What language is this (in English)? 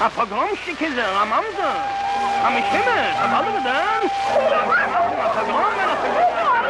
Yiddish